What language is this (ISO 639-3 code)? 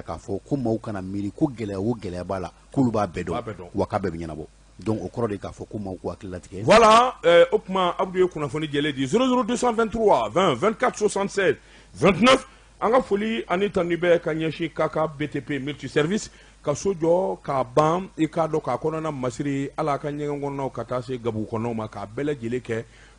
bam